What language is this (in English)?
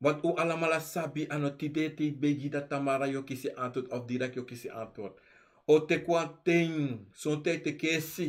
Sranan Tongo